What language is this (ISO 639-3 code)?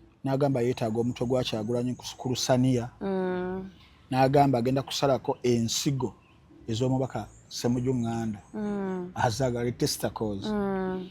lug